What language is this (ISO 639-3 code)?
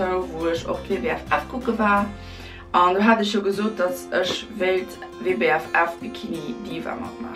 ltz